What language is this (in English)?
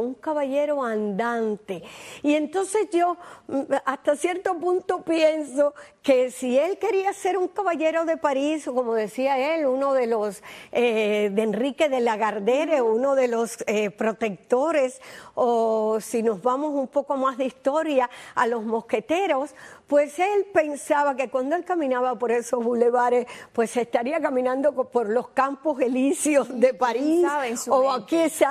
Spanish